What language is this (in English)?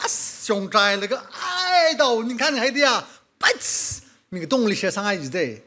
Tangkhul Naga (India)